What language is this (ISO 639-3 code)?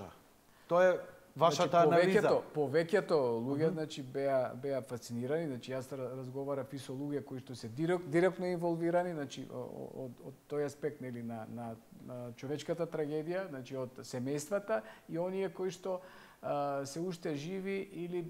mkd